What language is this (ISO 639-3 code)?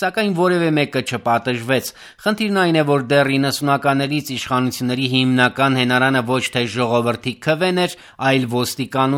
hye